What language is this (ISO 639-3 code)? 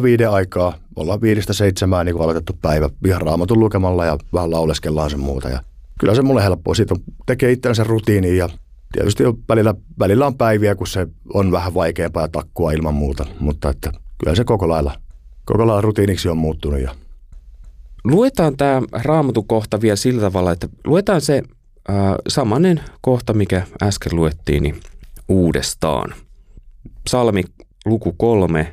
fin